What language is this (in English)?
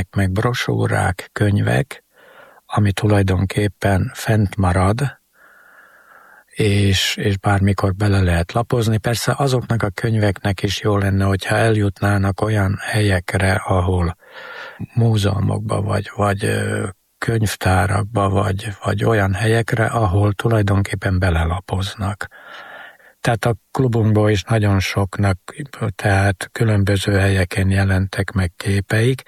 Hungarian